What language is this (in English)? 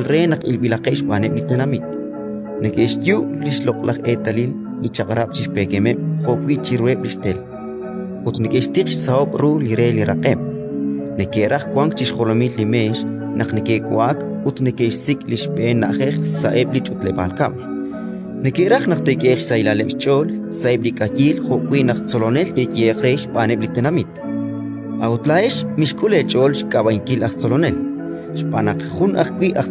Kekchí